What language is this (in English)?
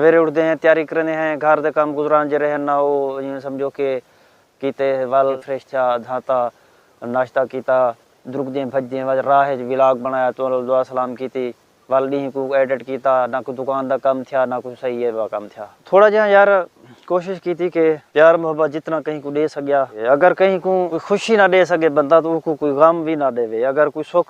Saraiki